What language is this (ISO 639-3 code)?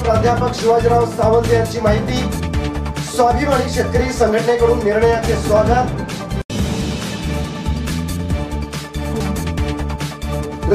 mar